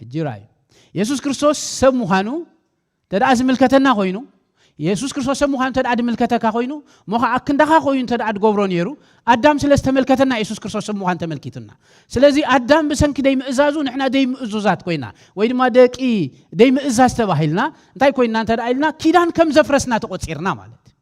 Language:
Tigrinya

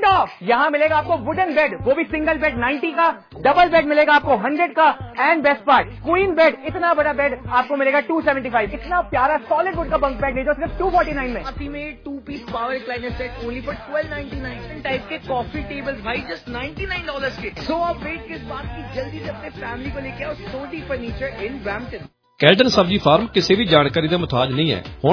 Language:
Punjabi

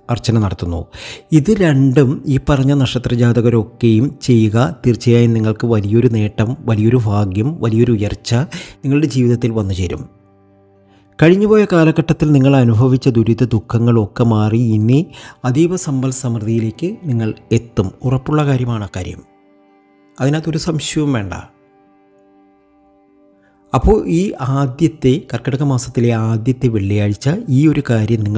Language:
Malayalam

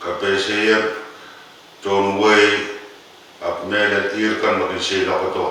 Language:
Pohnpeian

